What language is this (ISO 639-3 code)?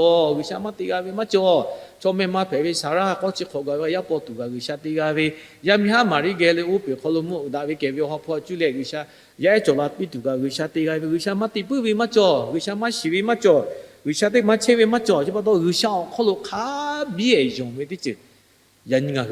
lhu